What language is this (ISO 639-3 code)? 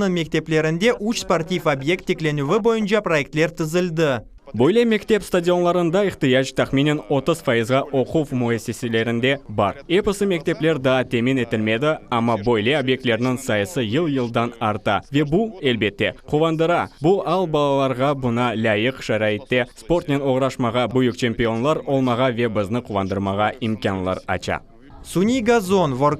crh